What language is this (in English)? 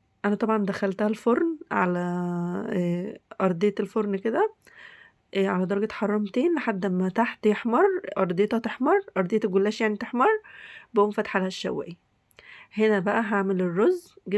Egyptian Arabic